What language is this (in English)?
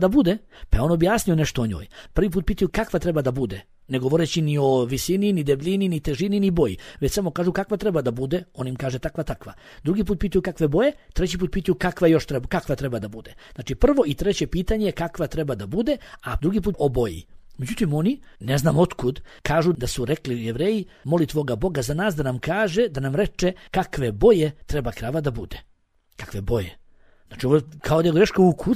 Bosnian